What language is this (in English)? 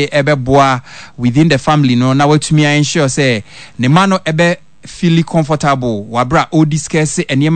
Akan